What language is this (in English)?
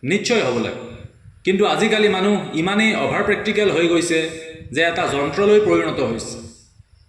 Assamese